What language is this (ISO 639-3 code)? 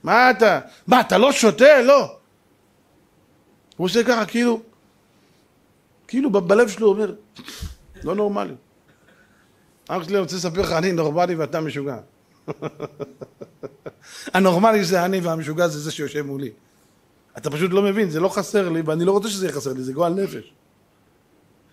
heb